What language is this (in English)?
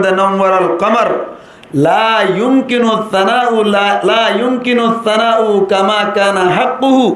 Rohingya